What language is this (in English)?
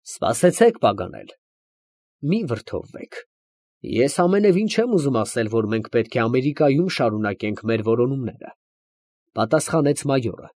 Armenian